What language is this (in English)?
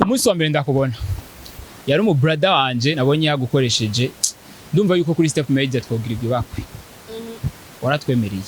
Rundi